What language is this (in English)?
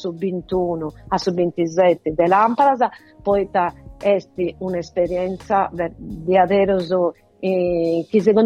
Italian